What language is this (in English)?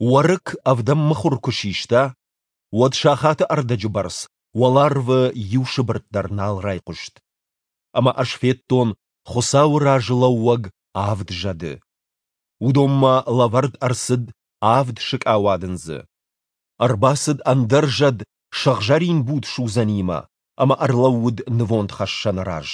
Ossetic